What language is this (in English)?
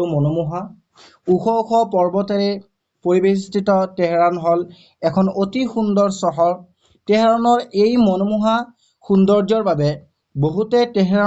Assamese